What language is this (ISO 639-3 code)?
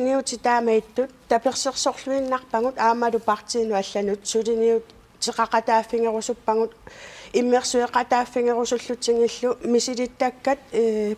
kal